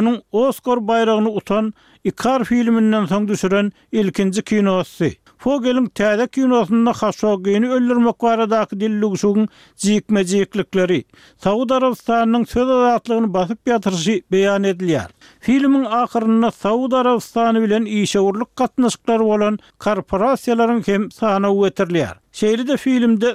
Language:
Turkmen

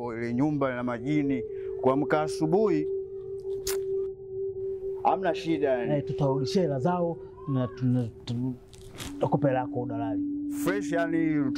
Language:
Swahili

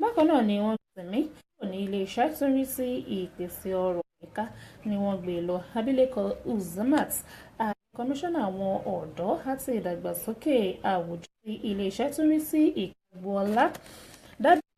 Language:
Yoruba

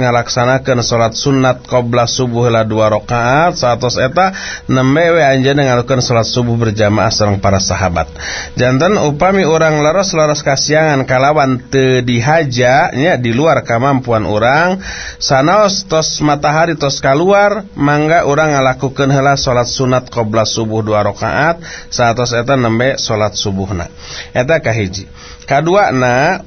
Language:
Sundanese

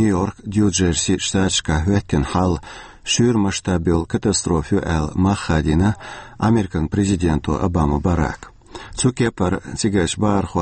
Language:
Chechen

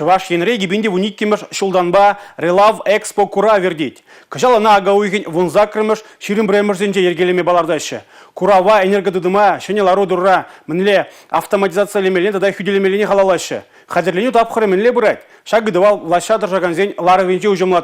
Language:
Chuvash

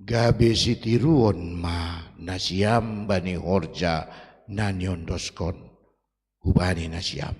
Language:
Batak Simalungun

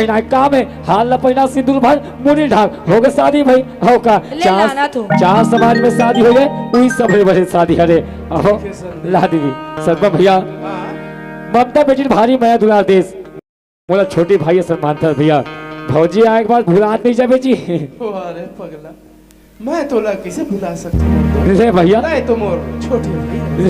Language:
Chhattisgarhi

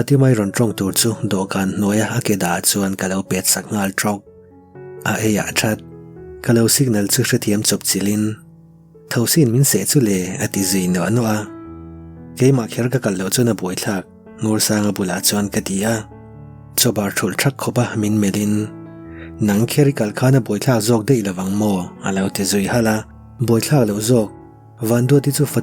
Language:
Mizo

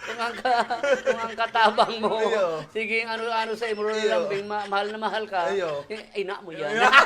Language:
Bikol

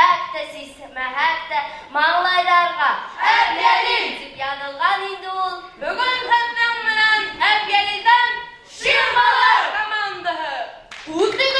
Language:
Bashkir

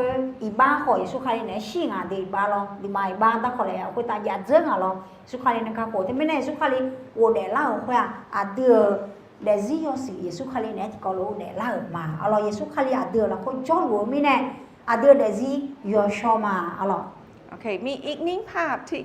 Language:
Akha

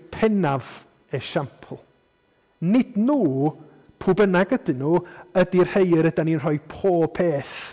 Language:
Welsh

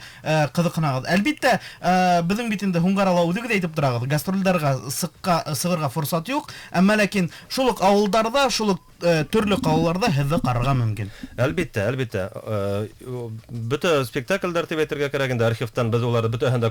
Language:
Bashkir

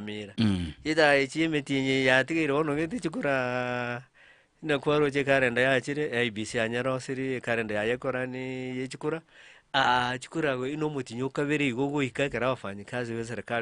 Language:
Gusii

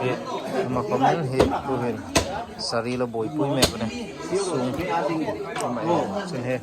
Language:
Hmar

